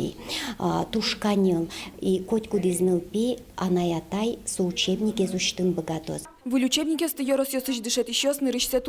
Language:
Udmurt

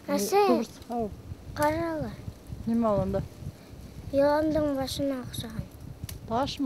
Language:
Bashkir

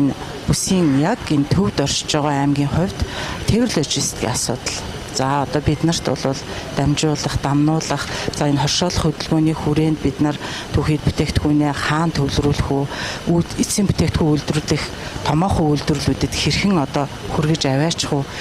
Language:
Mongolian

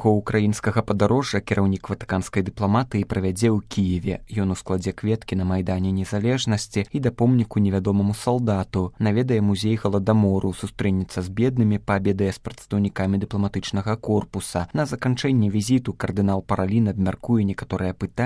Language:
Belarusian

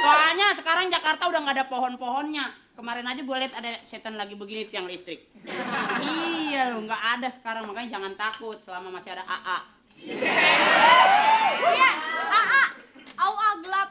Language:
Betawi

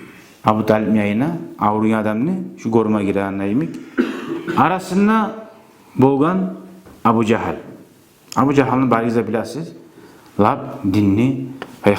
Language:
Kumyk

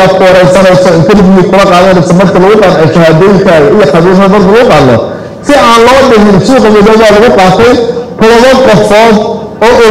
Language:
Somali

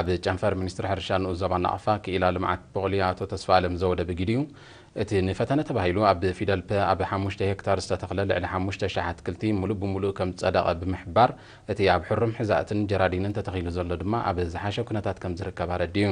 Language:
Tigrinya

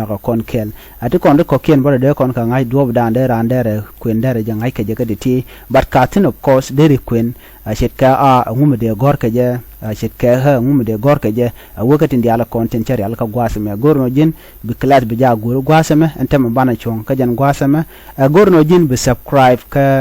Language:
Nuer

